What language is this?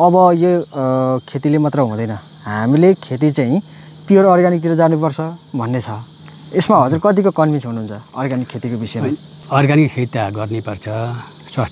Nepali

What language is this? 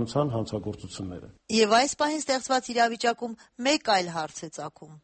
Armenian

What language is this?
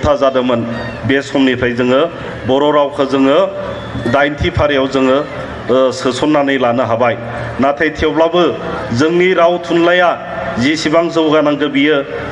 Bodo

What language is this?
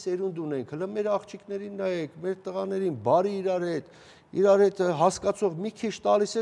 Armenian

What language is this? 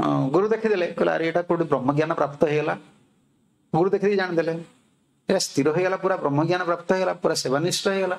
Odia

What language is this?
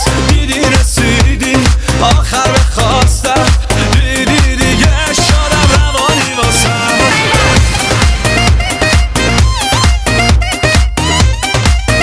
Persian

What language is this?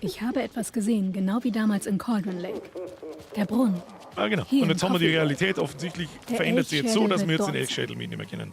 Bavarian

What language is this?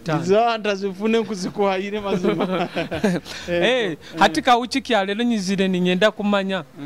Nyoro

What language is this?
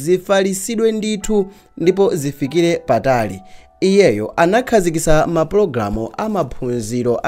Nyanja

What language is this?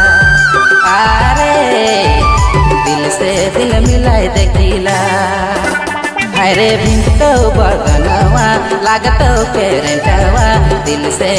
Bhojpuri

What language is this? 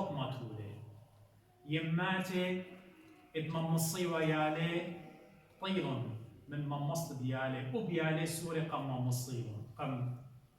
Assyrian Neo-Aramaic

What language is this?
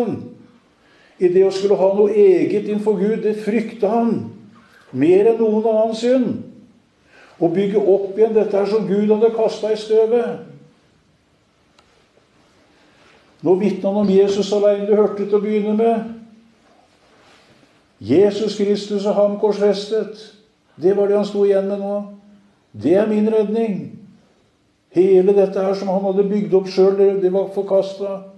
Norwegian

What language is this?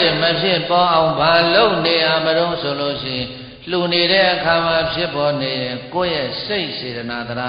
Burmese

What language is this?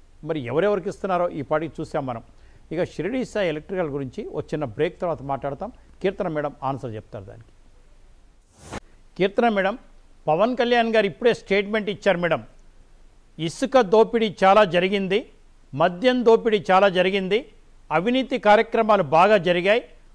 Telugu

